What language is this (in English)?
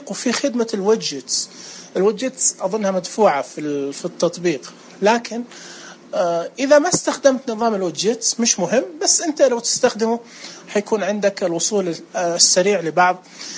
Najdi Arabic